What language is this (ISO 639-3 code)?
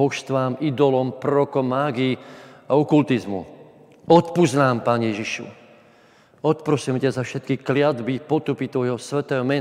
slk